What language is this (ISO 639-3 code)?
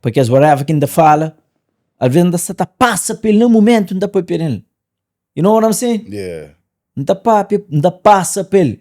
kea